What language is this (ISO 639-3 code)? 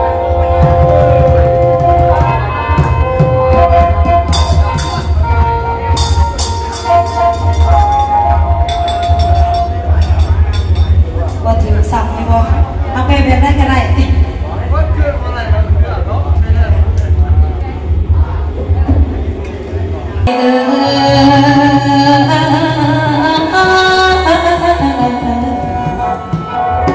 tha